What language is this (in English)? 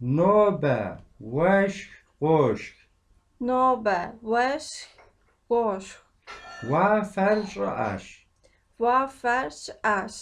Kabardian